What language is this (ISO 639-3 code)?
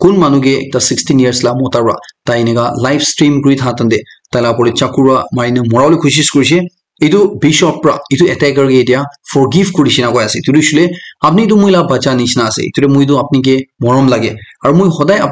nag